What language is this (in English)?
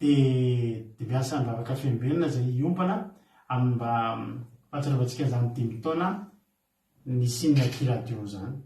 Malagasy